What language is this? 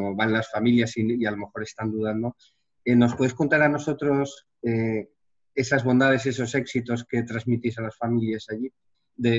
Spanish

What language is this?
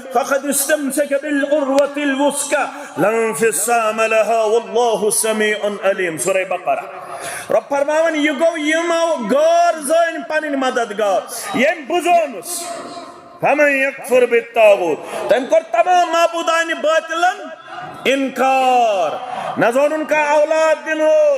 Kashmiri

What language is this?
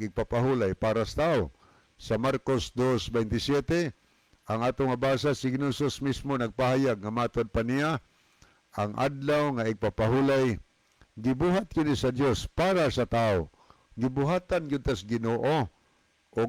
Cebuano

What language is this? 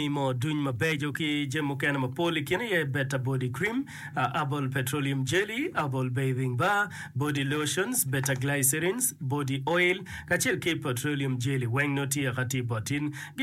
Acoli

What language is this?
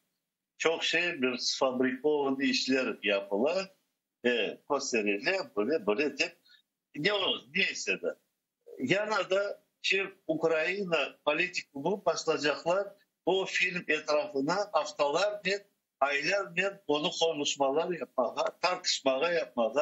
Crimean Tatar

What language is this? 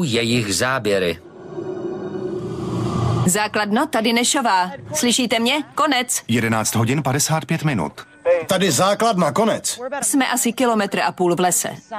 Czech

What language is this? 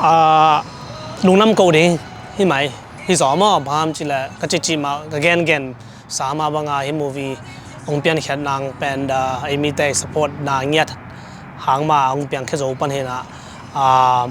Tedim Chin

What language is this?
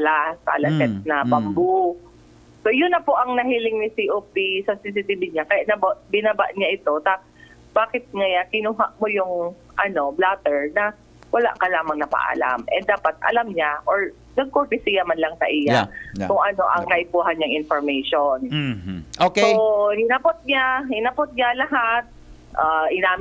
Bikol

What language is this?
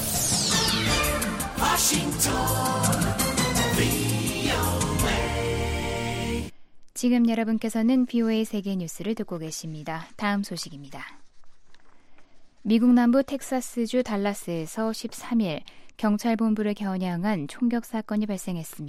Korean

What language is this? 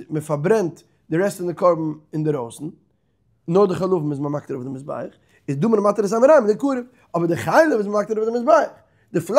Yiddish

